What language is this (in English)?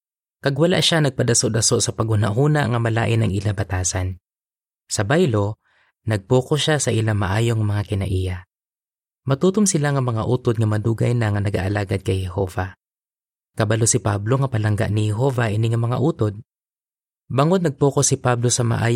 Hiligaynon